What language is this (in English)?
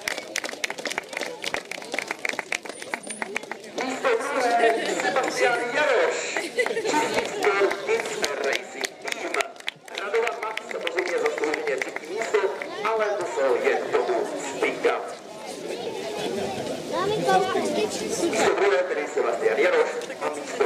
Czech